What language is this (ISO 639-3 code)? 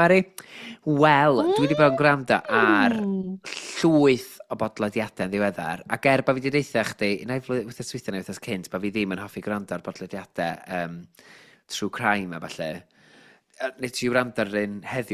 cym